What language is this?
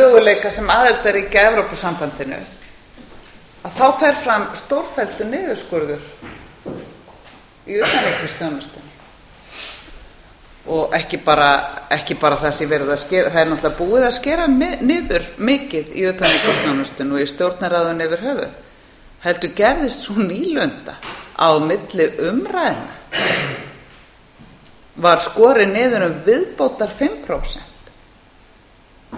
Icelandic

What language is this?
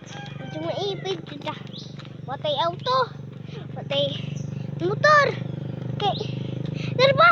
Cebuano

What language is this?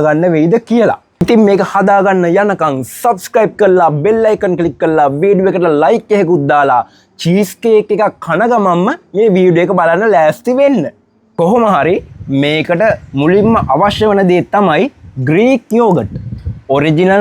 Sinhala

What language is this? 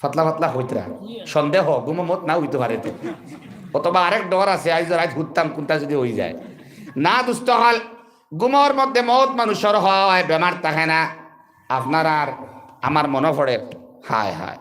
Sylheti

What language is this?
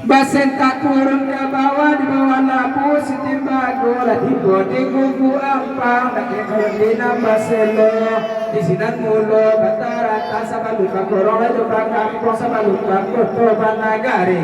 Minangkabau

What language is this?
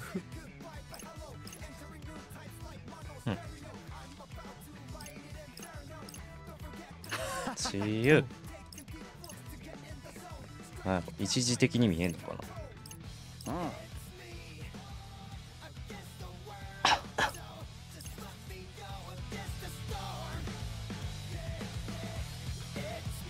Japanese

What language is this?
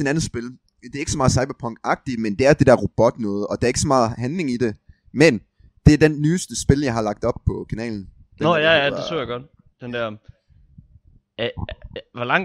Danish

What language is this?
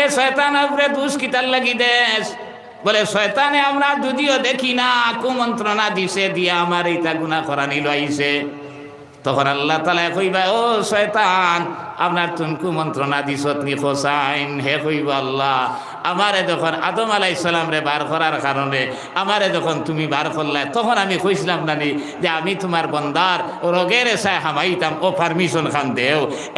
Sylheti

